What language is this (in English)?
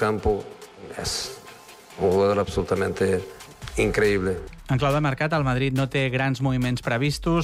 Catalan